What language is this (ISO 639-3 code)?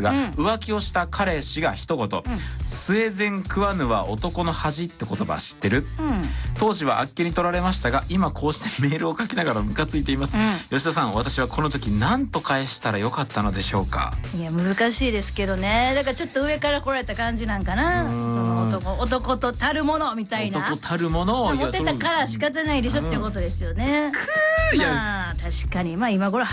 jpn